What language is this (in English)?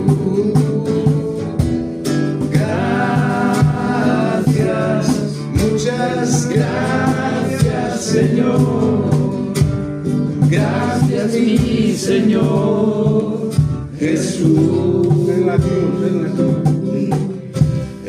Spanish